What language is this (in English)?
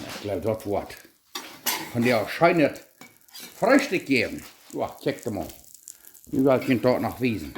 Plautdietsch